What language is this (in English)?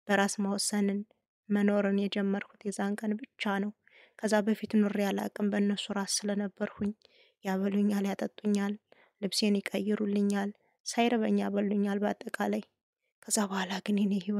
Amharic